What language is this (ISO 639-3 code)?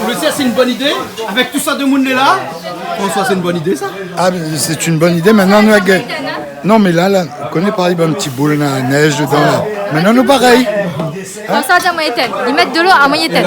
rcf